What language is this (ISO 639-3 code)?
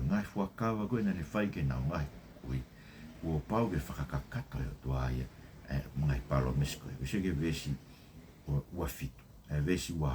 ton